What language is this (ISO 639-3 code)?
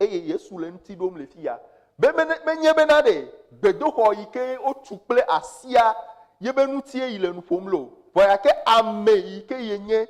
ewe